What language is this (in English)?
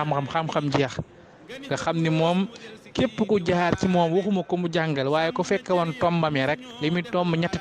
Wolof